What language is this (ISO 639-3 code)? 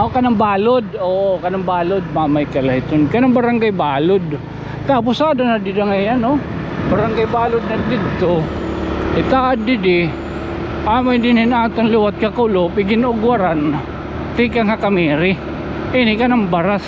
war